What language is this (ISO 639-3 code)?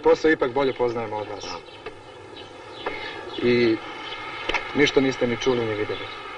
hrv